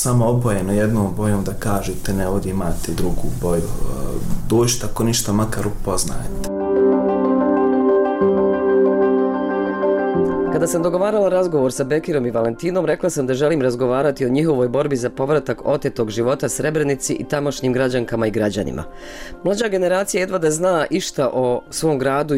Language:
Bosnian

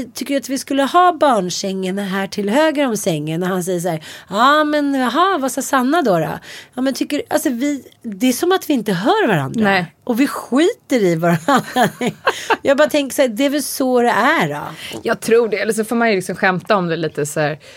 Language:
Swedish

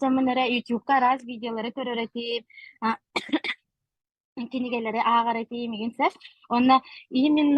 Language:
Yakut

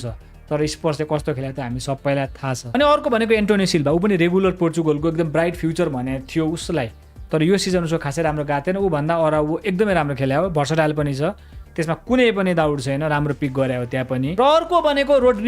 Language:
Nepali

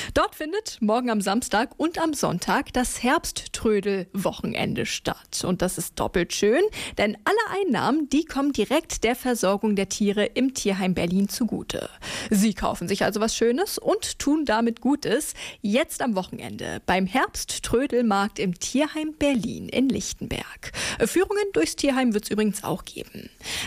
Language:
German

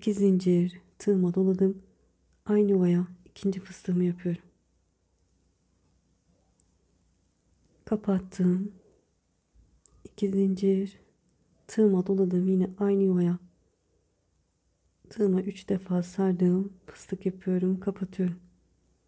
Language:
Turkish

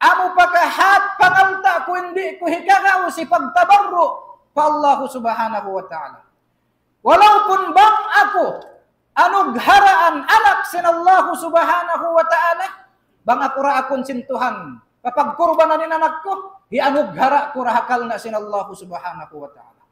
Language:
Tausug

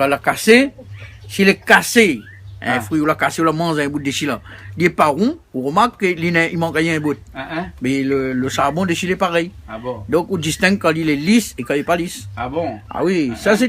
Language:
Réunion Creole French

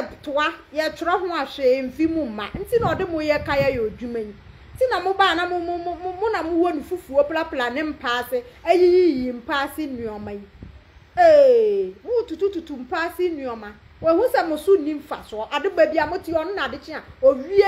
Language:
Akan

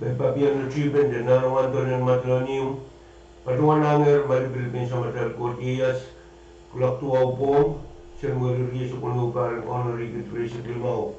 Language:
Pohnpeian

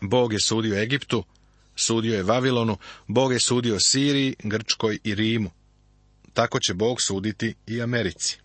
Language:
Serbian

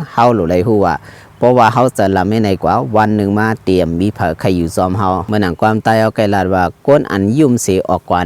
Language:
Shan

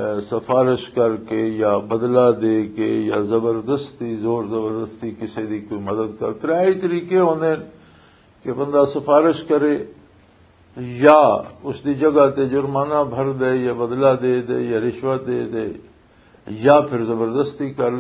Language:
Western Panjabi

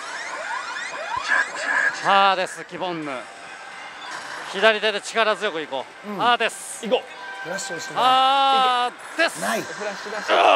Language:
Japanese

